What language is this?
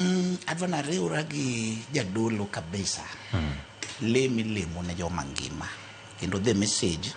Luo (Kenya and Tanzania)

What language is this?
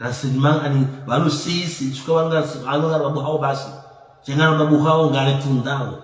Ngazidja Comorian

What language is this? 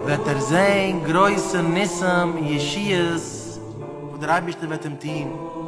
Yiddish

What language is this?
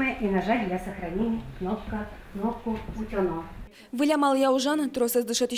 Udmurt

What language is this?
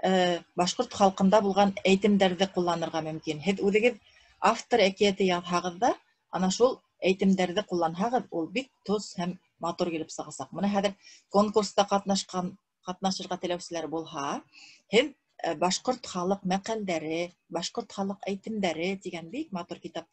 Bashkir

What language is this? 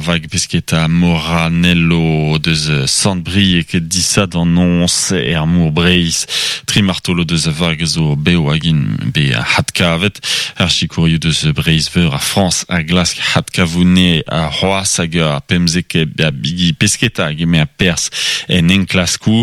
Breton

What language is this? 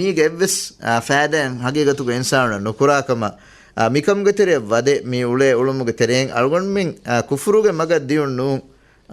Divehi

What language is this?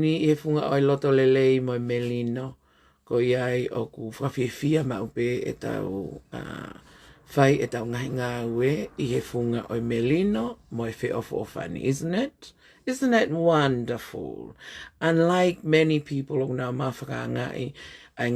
Tongan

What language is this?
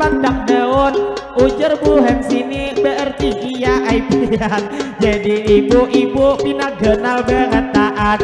Banjar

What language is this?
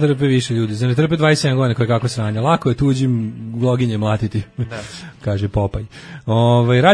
Serbian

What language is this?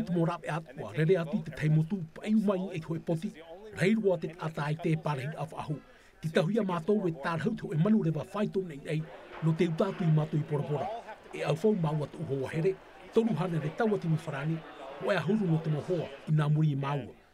Tahitian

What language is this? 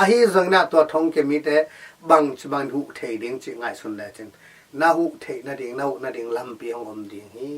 Tedim Chin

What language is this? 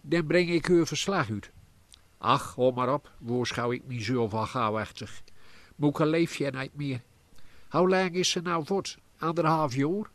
Gronings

